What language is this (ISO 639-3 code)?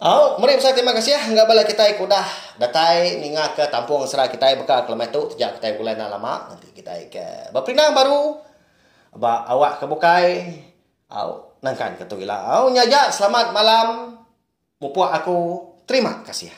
iba